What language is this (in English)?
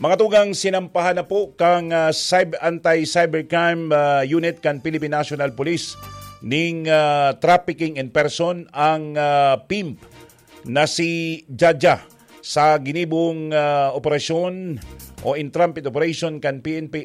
Bikol